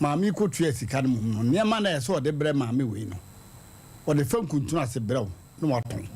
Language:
Akan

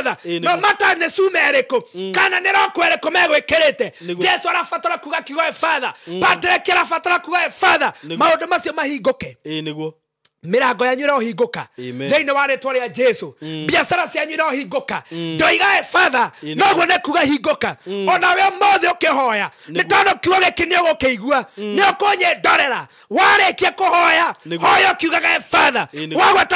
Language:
Kikuyu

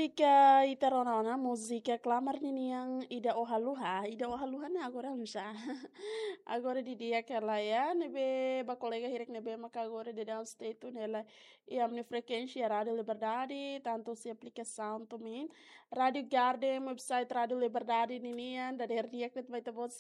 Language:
Tetum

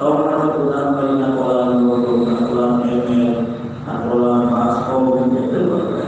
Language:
Sundanese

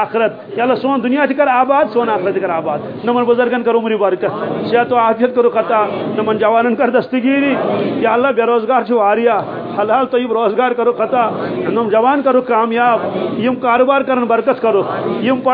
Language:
Kashmiri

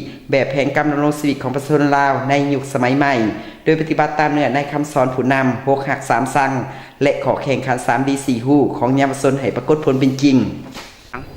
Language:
Lao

